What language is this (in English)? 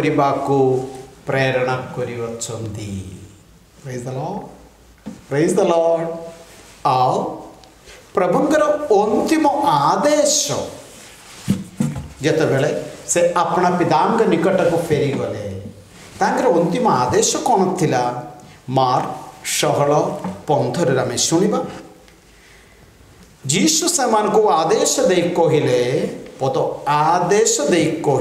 Odia